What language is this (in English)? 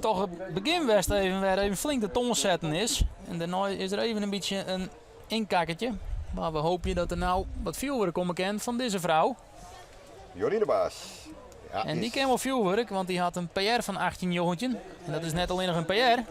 Western Frisian